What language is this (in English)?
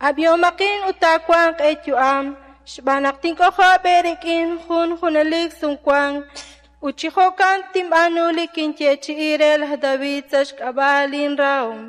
Kekchí